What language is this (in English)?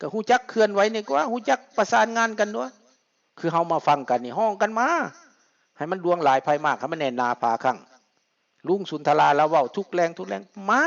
Lao